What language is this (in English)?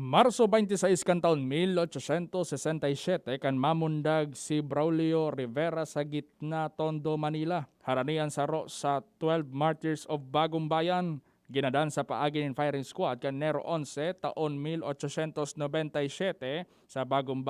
Bikol